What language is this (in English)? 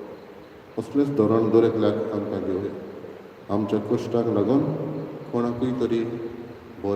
Konkani